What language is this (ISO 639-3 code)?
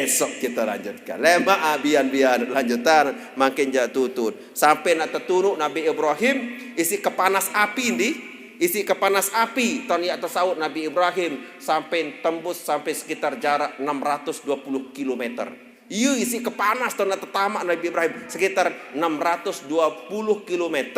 sas